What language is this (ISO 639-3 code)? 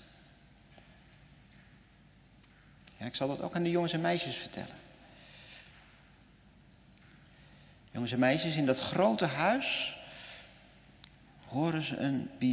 nld